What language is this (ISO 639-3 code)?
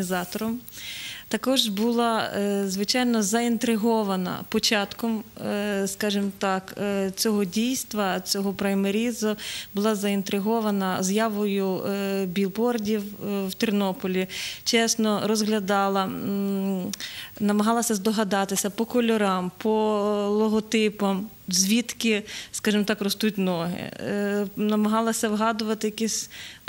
ukr